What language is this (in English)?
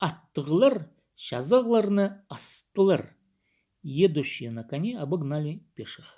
Khakas